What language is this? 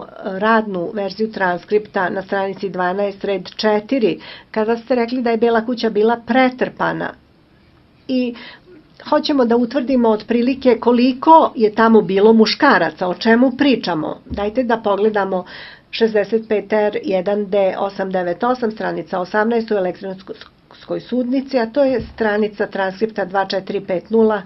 Serbian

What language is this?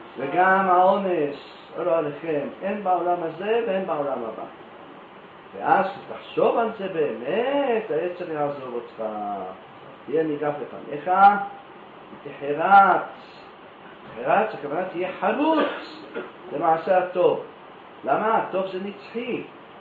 Hebrew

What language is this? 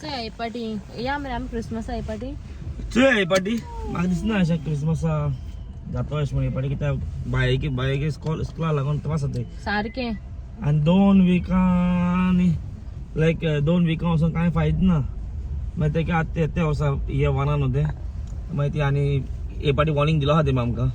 Konkani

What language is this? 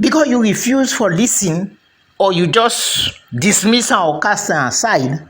Krio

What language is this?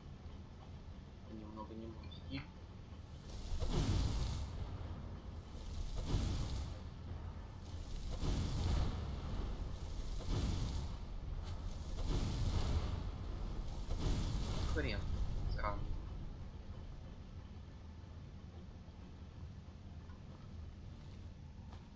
Russian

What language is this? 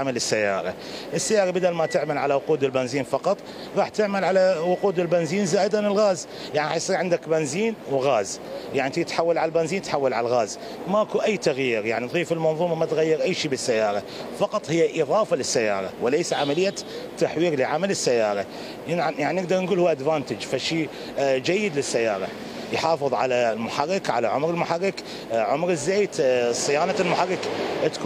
Mesopotamian Arabic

